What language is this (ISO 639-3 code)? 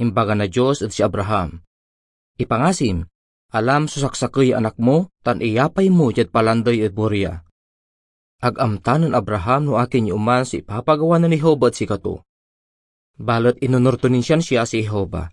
pag